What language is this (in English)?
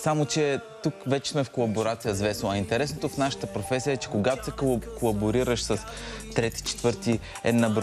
Bulgarian